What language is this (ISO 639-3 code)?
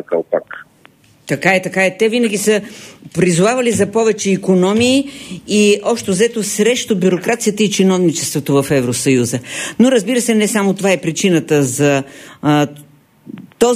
bul